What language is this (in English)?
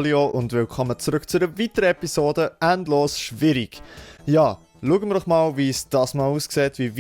Swiss German